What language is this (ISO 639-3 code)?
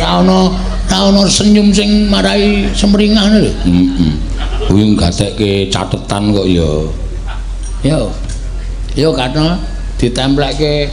jav